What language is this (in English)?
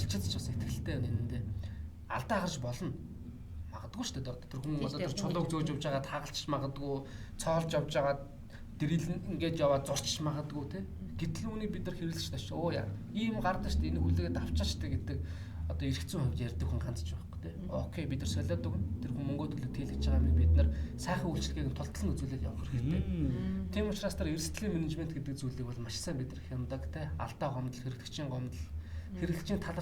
Mongolian